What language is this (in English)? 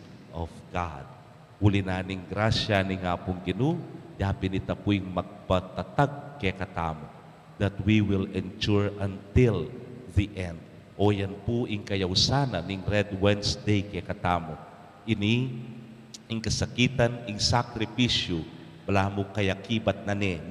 Pampanga